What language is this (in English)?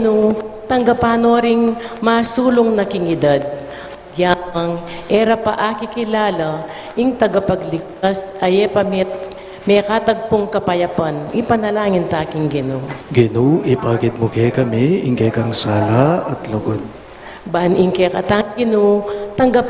Pampanga